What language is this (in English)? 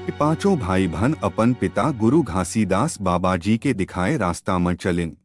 Chhattisgarhi